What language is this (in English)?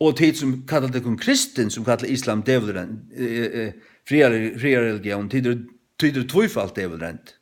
Faroese